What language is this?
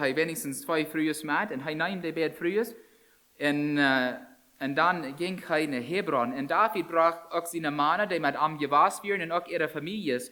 Plautdietsch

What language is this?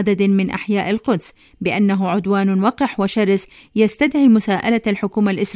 Arabic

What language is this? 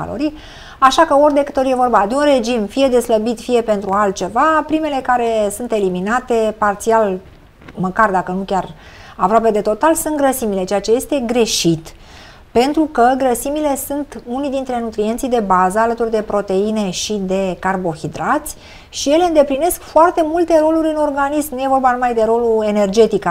Romanian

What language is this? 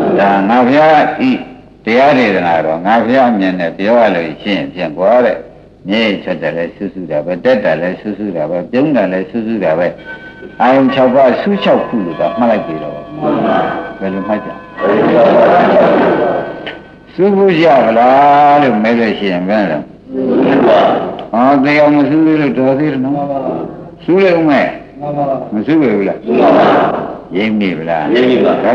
Burmese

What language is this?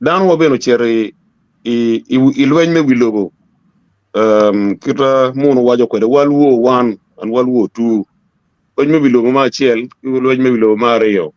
Acoli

